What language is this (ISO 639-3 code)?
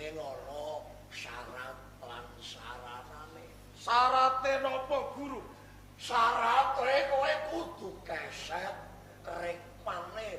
jav